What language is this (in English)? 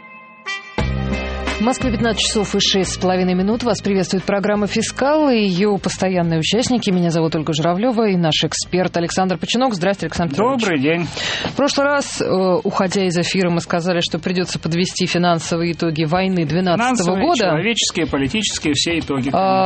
Russian